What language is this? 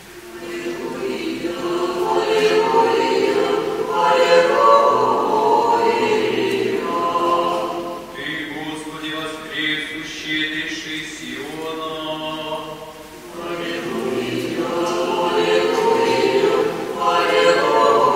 Russian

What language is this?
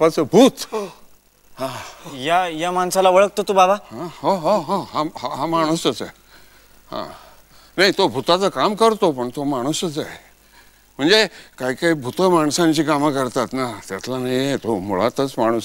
Marathi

